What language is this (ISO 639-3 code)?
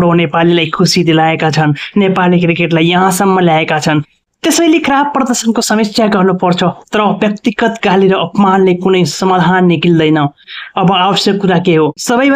nep